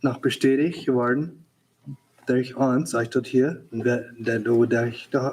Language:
Plautdietsch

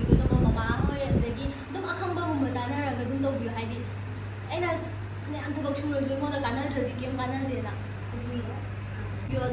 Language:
Manipuri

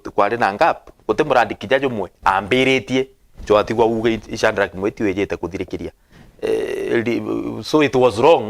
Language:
Meru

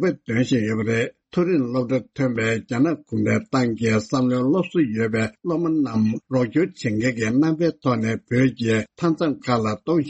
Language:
Tibetan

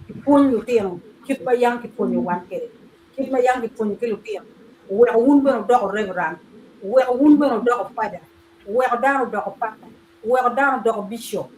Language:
Acoli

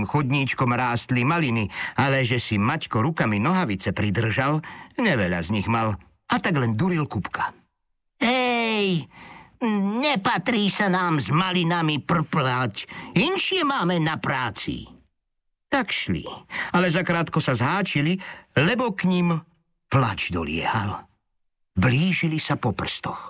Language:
Slovak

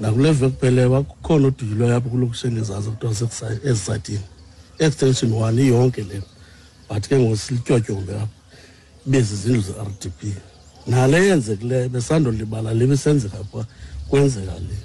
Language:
Xhosa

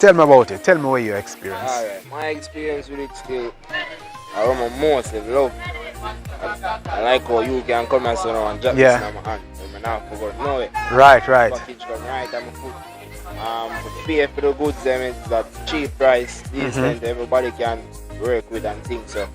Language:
Jamaican Creole English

